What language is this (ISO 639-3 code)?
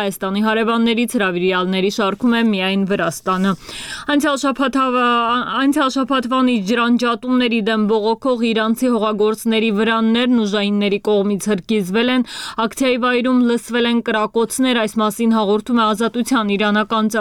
hye